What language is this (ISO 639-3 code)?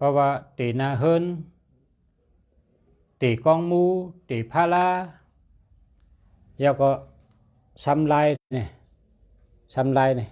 shn